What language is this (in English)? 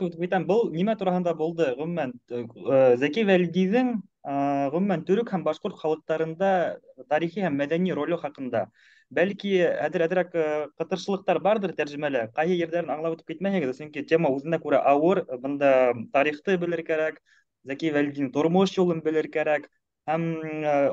Bashkir